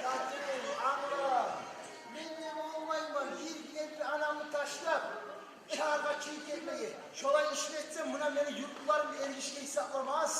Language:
Kumyk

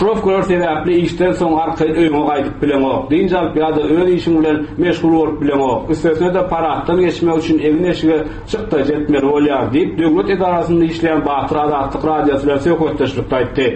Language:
Turkmen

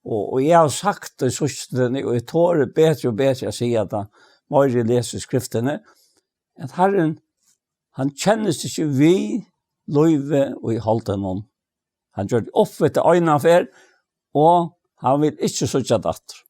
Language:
Faroese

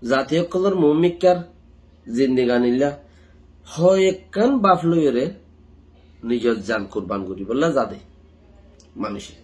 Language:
Rohingya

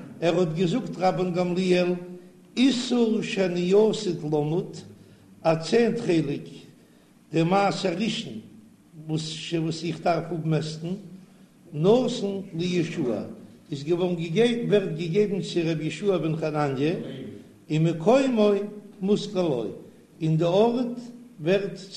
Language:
Yiddish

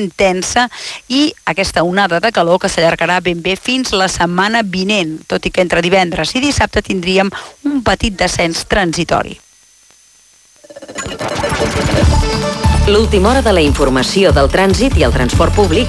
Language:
Catalan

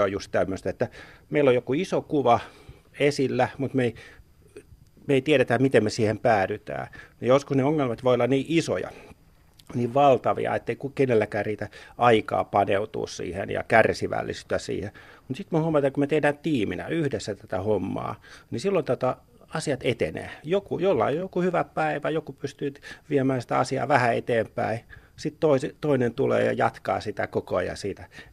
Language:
Finnish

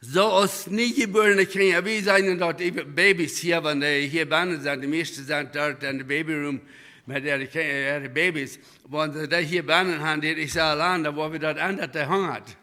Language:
Plautdietsch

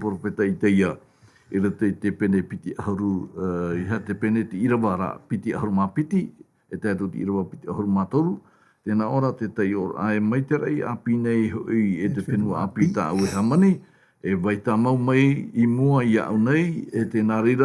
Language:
Tahitian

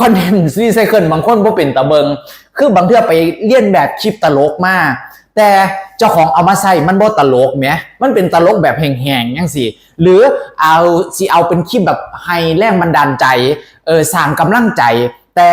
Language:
Northeastern Thai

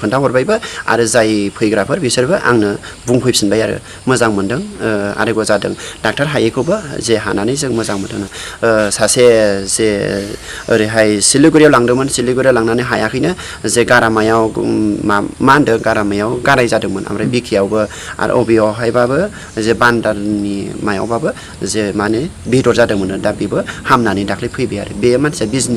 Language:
Bodo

